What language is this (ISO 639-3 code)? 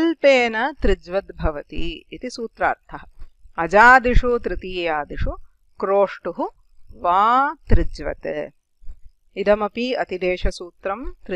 san